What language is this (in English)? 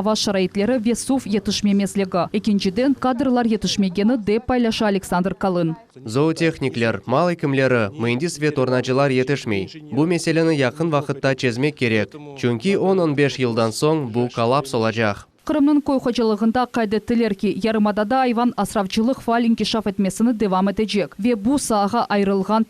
Crimean Tatar